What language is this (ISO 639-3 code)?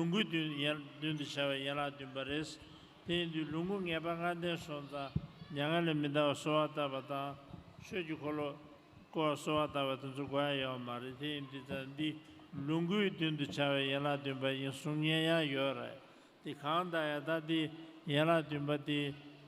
bod